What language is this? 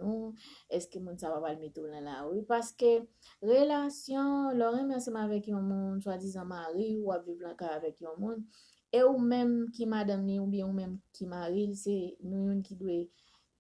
Haitian Creole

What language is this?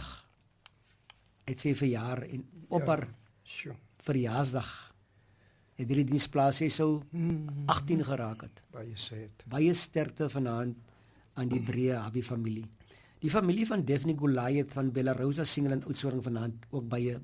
Afrikaans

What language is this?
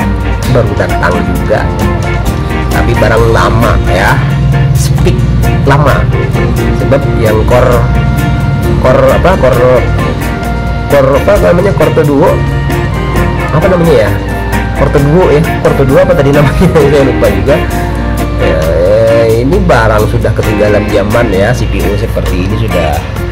Indonesian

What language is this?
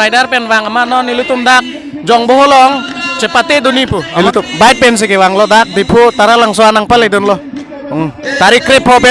Karbi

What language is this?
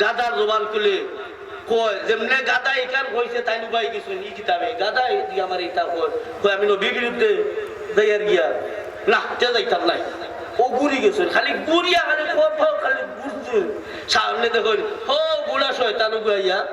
Sylheti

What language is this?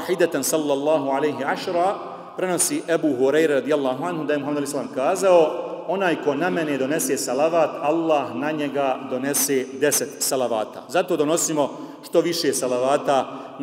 Bosnian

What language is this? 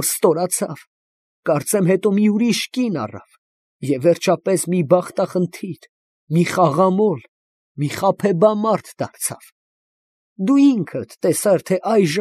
Armenian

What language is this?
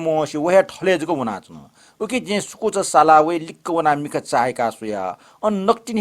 Newari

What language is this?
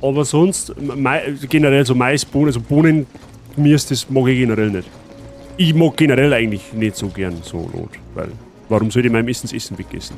Bavarian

